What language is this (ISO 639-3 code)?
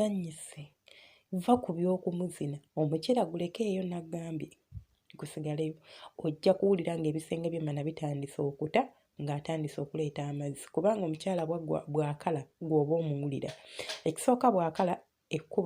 lug